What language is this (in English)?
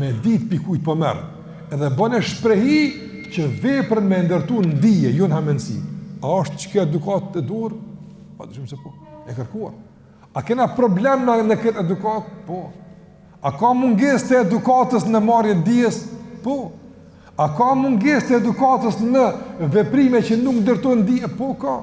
Albanian